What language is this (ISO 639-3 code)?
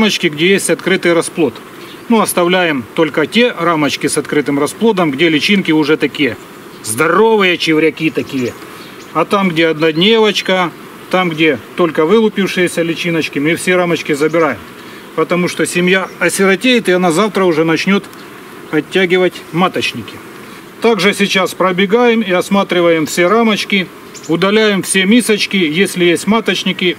rus